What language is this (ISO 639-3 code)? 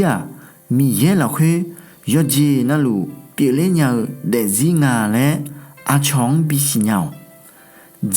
ahk